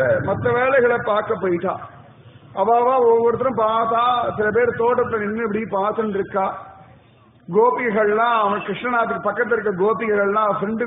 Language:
Tamil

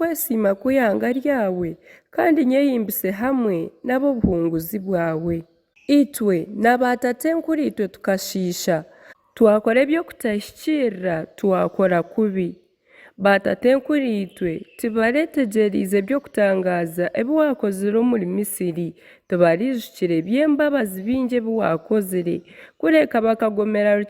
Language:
Nyankole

